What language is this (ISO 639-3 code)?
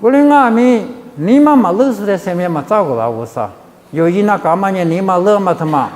lis